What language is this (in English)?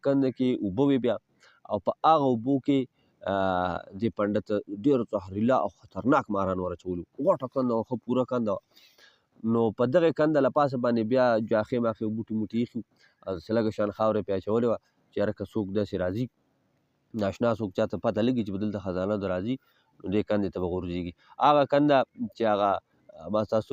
Pashto